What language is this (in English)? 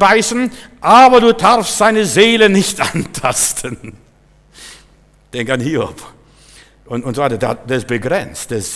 German